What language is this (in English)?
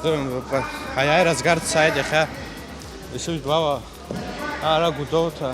Abkhazian